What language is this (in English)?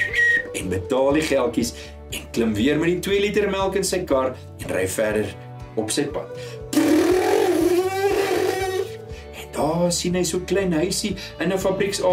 Afrikaans